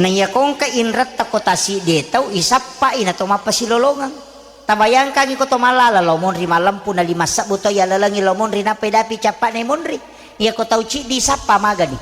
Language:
Buginese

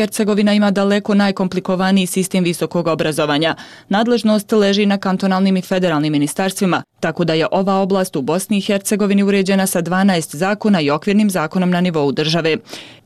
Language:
Bosnian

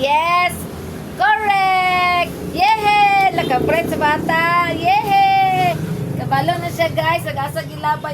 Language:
Cebuano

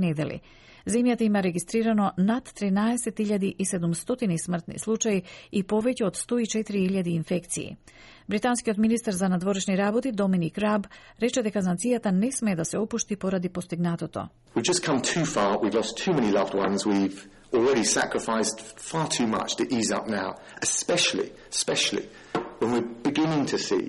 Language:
Macedonian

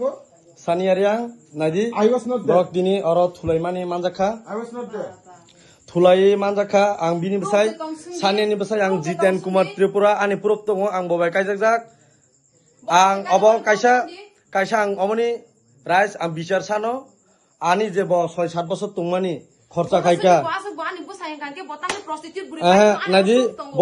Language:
Kok Borok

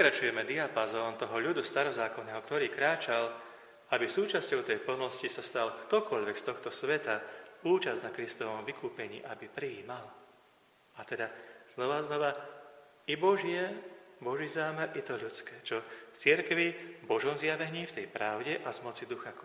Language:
Slovak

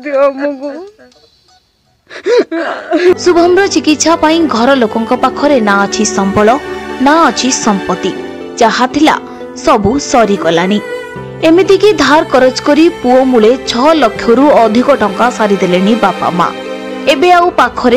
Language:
Odia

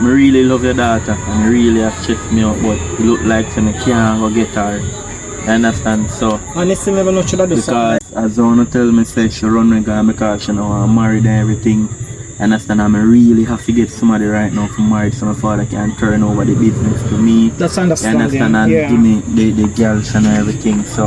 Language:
Jamaican Creole English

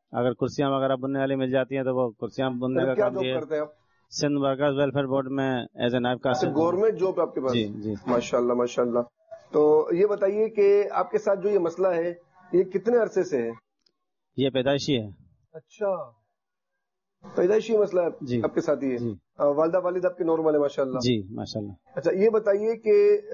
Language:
Urdu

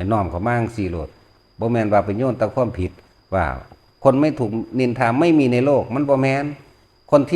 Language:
Northeastern Thai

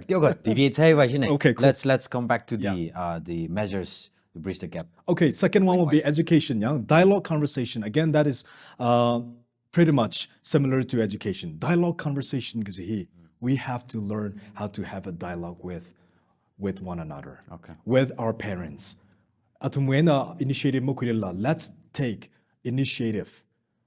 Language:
Tangkhul Naga (India)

